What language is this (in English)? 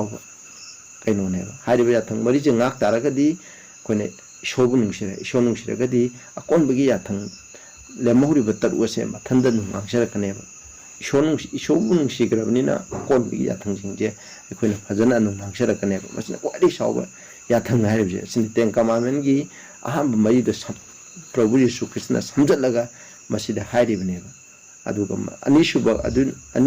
Manipuri